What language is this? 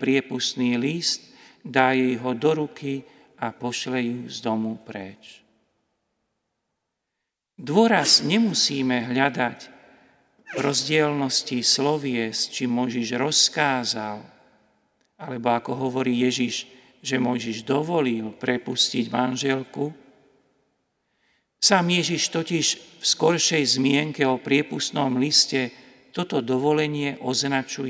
Slovak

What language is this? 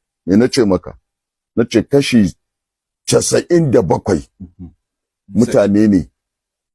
Hausa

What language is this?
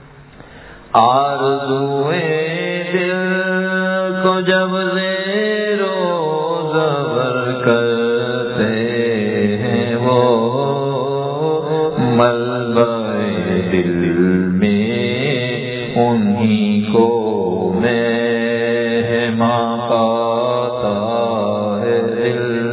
Urdu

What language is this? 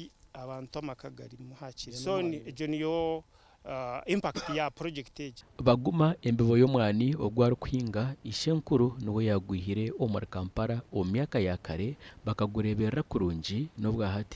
Nyankole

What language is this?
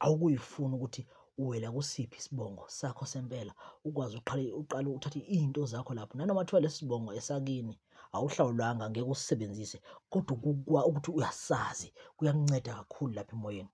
Zulu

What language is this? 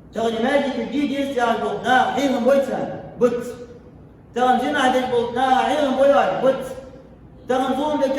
Ingush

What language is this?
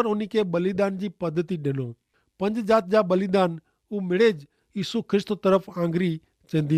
Kachhi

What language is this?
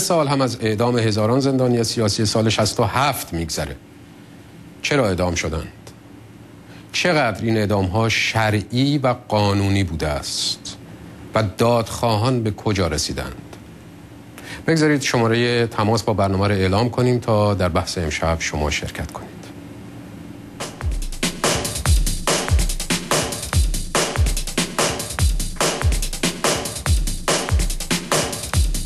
Persian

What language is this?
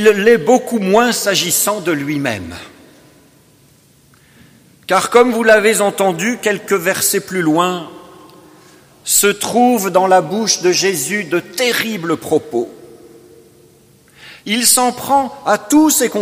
French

